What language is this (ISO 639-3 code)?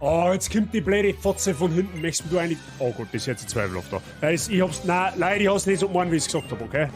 bar